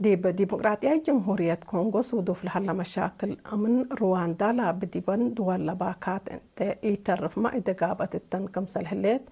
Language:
Tigre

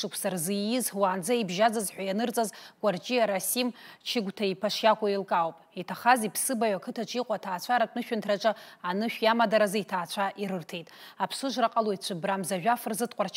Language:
Abkhazian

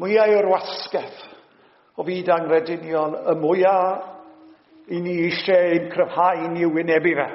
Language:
Welsh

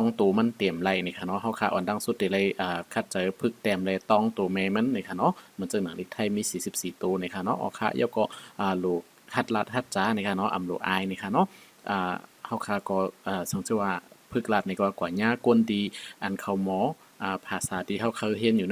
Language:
Shan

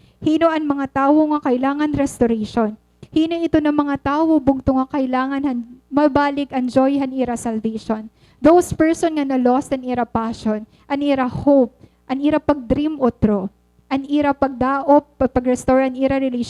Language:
Waray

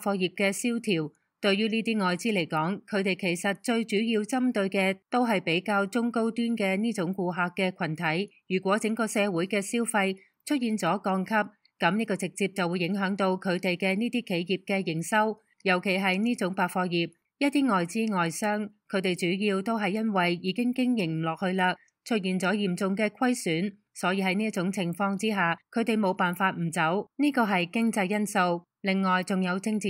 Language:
Cantonese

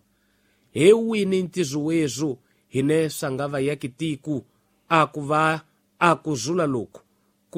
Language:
Tsonga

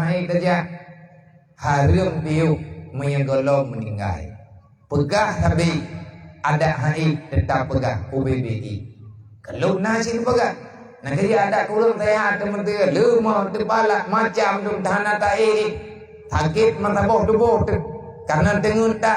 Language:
Achinese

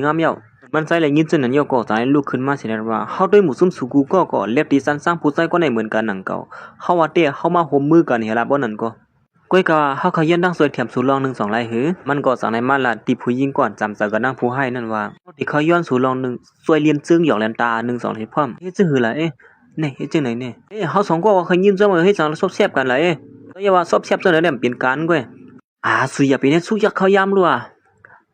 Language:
Shan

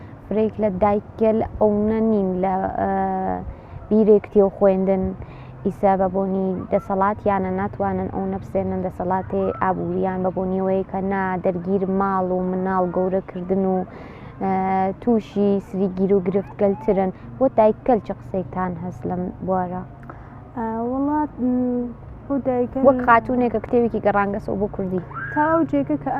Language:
Central Kurdish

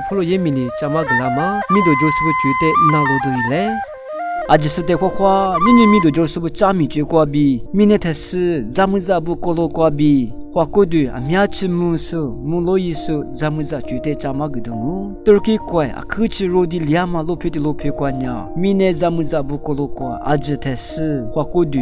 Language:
Lisu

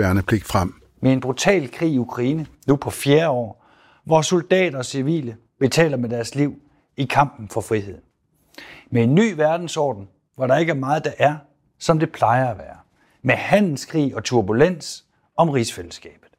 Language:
Danish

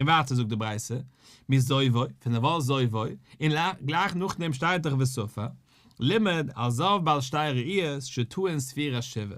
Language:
Yiddish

